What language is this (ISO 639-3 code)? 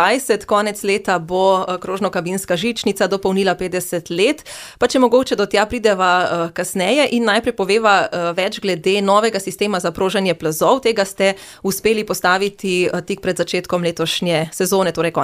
slv